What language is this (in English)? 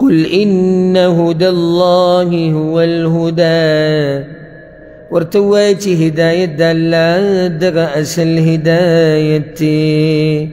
Pashto